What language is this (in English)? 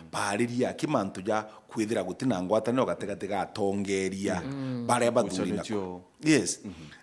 Meru